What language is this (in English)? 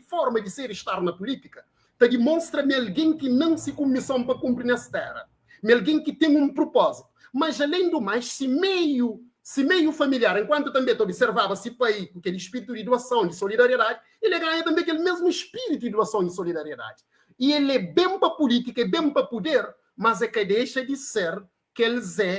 Kabuverdianu